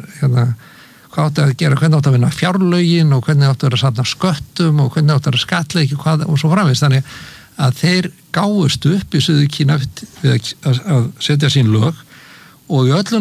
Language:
Icelandic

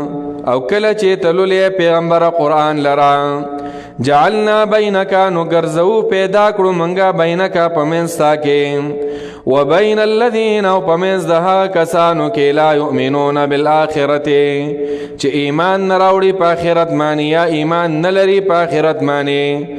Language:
Pashto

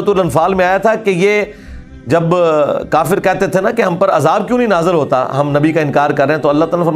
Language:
Urdu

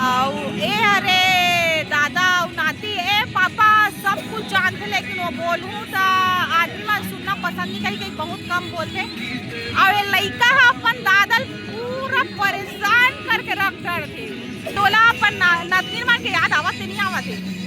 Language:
Chhattisgarhi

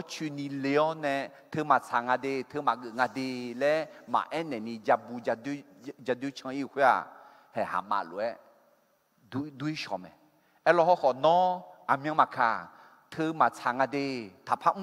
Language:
Akha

